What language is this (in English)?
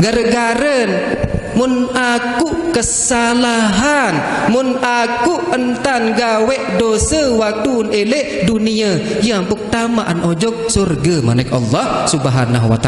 Sasak